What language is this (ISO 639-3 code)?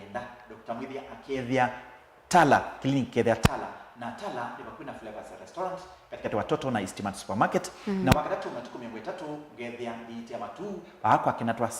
kam